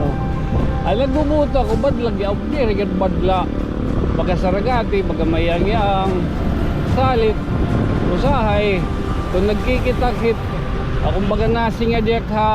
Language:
Waray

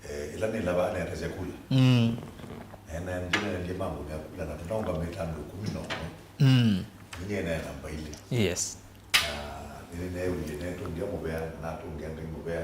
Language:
Kamba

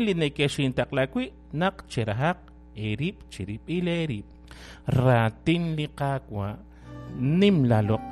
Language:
Kekchí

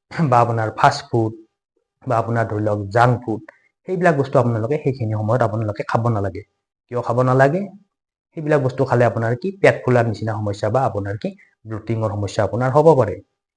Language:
Assamese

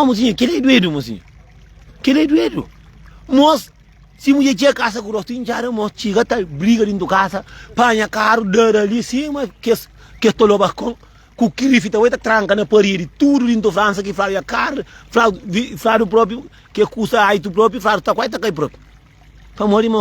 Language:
Kabuverdianu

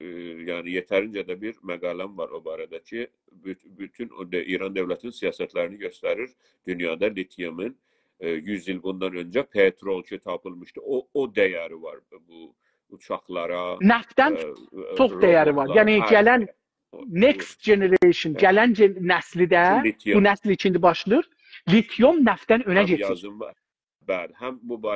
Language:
South Azerbaijani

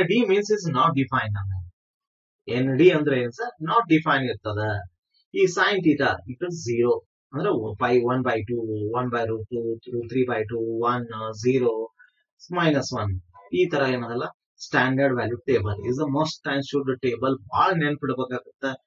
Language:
Kannada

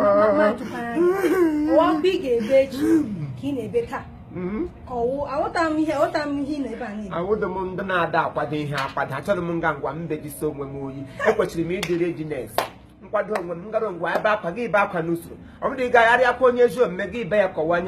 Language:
Igbo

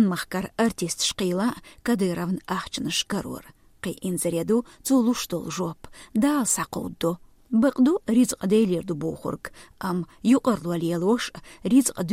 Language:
Chechen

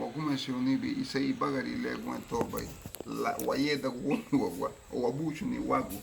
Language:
Garifuna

